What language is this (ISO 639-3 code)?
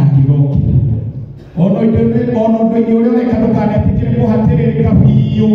kik